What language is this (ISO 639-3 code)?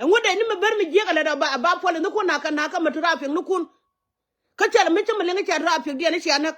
nus